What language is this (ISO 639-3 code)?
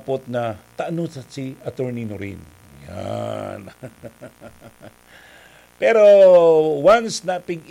bik